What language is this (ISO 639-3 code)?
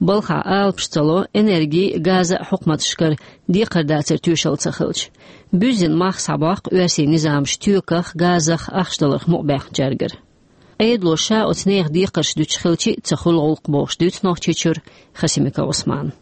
che